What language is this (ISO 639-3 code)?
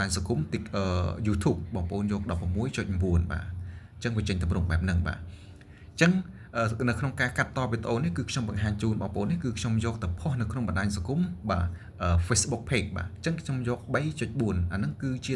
khm